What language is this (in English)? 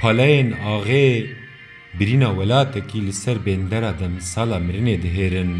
Kurdish